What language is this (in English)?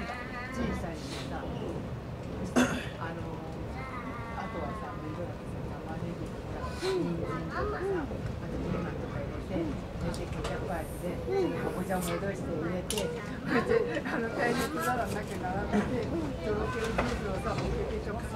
Japanese